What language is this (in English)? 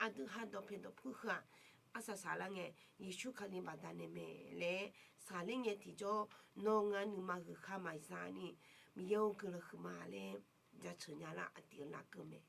Akha